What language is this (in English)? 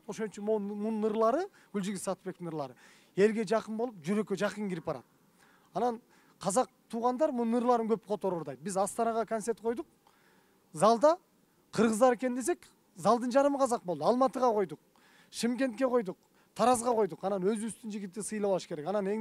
Kyrgyz